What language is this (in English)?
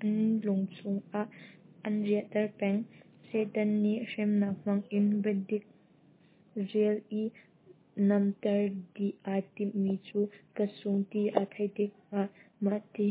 Hakha Chin